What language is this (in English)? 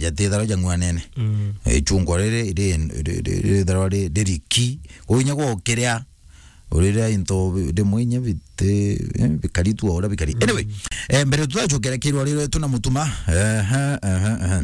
Meru